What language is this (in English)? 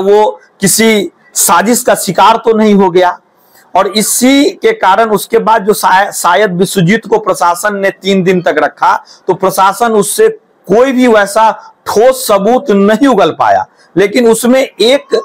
Hindi